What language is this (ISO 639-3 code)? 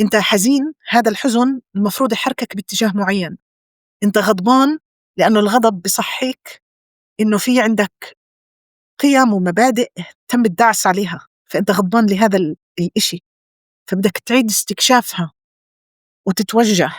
apc